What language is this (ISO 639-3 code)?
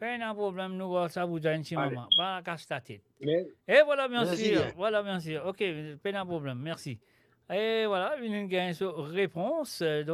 mfe